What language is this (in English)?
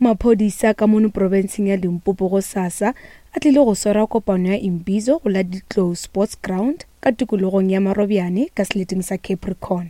Northern Sotho